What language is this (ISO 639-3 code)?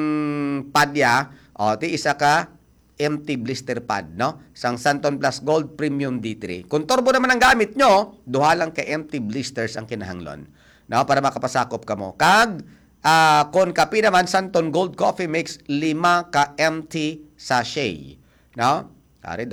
hil